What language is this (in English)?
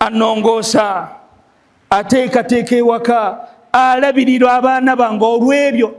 Ganda